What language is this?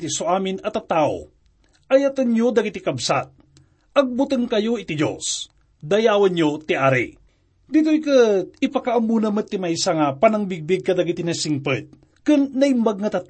Iloko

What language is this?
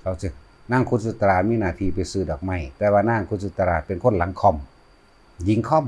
Lao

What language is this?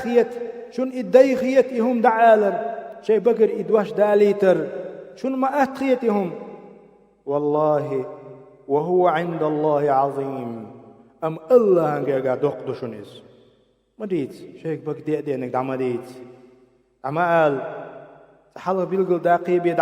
Chechen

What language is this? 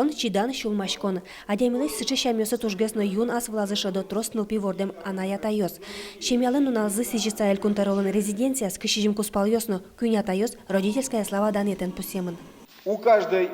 Udmurt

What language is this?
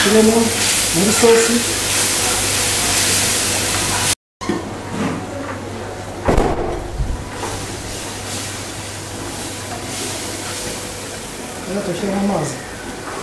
Kinyarwanda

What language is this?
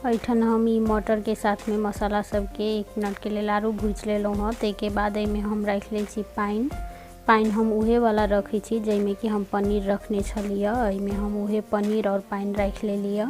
Maithili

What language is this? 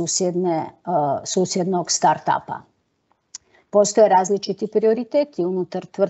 Croatian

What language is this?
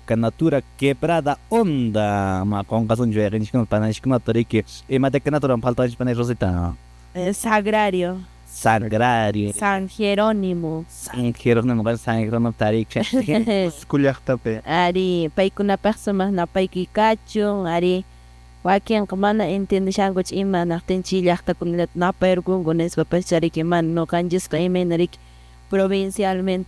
Quechua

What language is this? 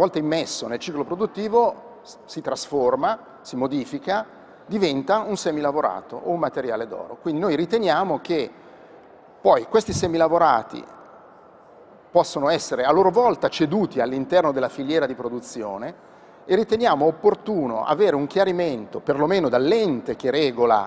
Italian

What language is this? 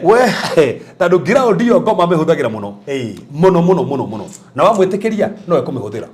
Kikuyu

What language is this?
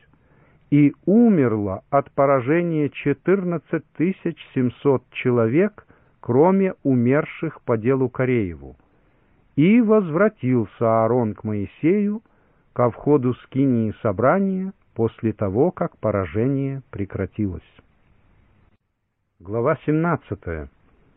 Russian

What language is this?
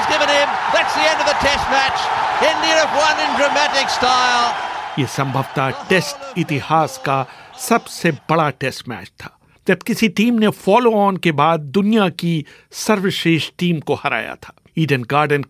Hindi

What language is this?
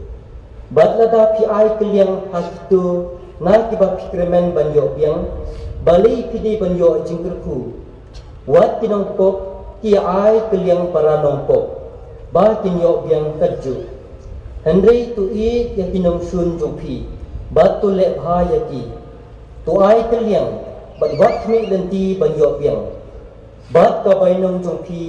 Khasi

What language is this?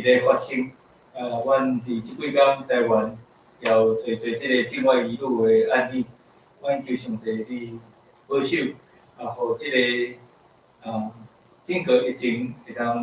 Min Nan Chinese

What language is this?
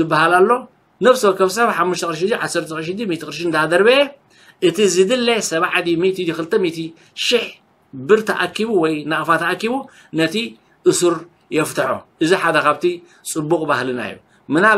Tigrinya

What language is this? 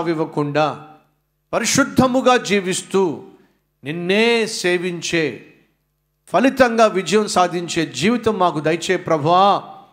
Telugu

